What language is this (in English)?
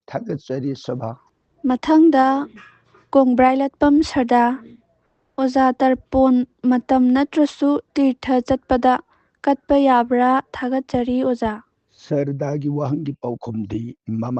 Manipuri